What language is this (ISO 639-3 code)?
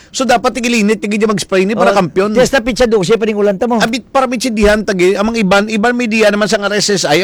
hil